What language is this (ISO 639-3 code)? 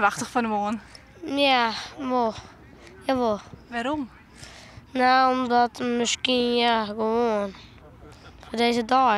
fry